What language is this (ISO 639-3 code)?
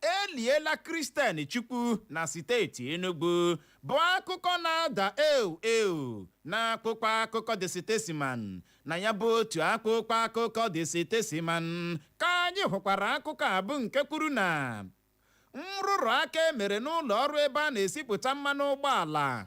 ibo